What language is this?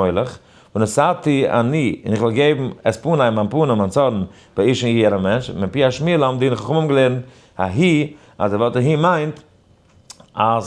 Yiddish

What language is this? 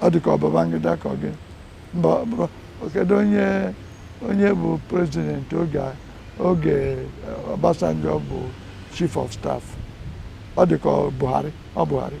Igbo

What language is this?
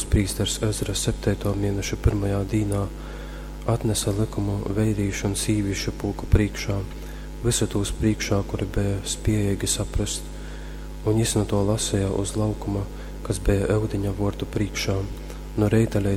Latgalian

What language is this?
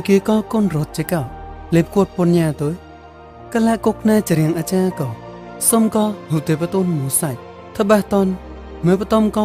Mon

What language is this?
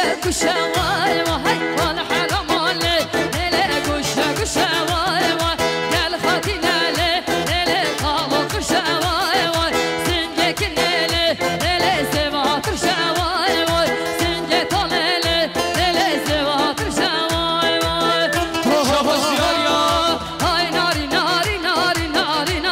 Kurdish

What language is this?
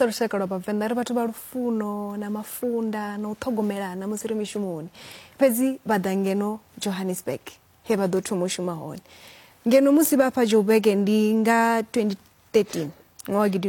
Venda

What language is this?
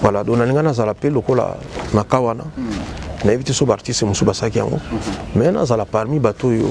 Lingala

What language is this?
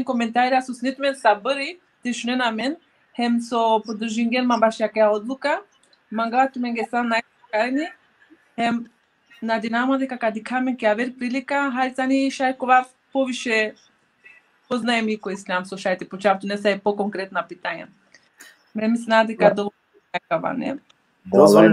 Balkan Romani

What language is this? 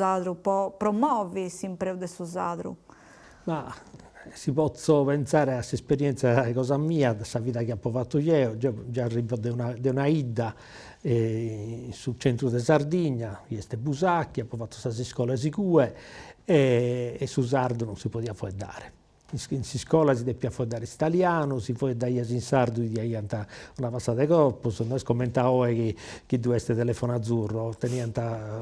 Sardinian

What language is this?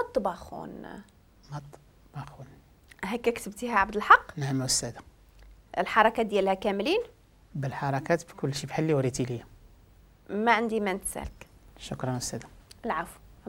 Moroccan Arabic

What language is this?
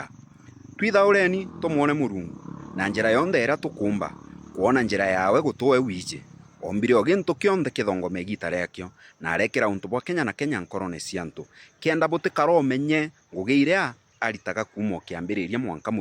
Meru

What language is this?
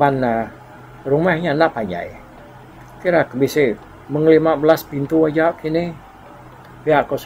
Iban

